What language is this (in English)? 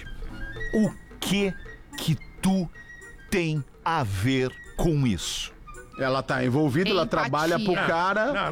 Portuguese